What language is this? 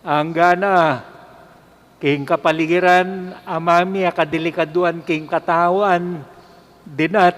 Pampanga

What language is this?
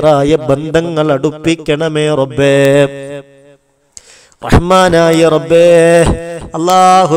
Malayalam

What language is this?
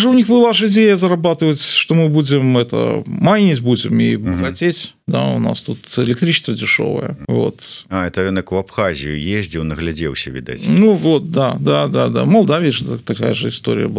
Belarusian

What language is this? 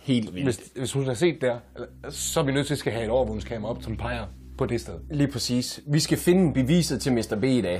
Danish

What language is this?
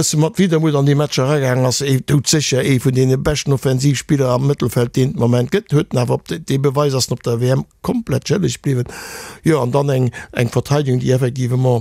Luxembourgish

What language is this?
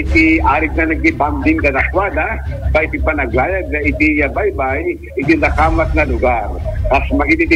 Iloko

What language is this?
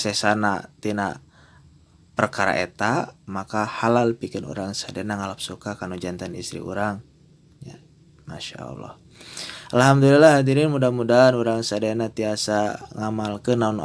Sundanese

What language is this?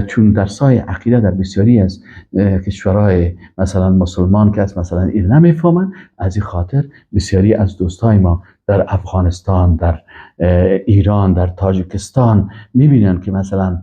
Persian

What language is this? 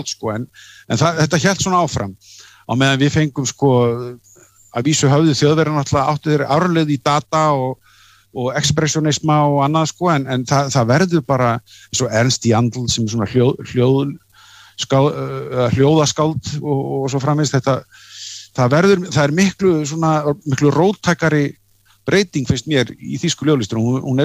Icelandic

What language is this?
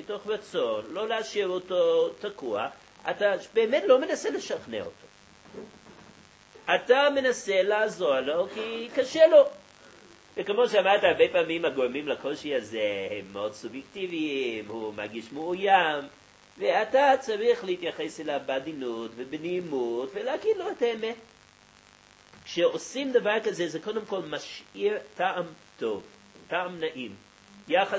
Hebrew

